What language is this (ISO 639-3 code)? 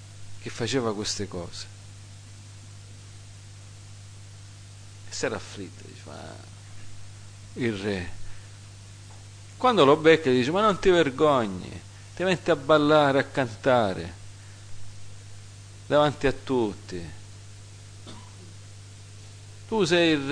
ita